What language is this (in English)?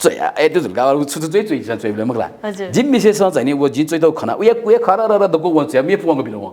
Newari